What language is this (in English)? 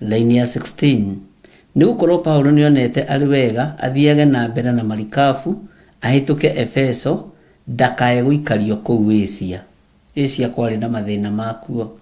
Kikuyu